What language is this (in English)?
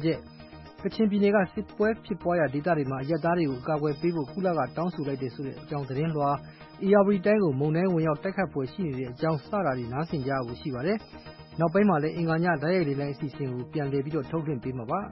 Burmese